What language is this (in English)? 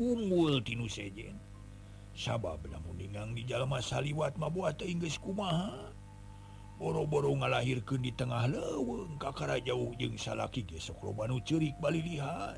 Sundanese